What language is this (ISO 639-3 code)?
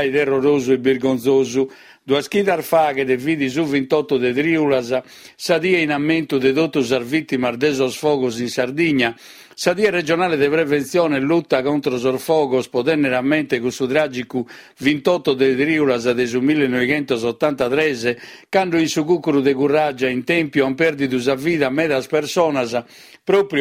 srd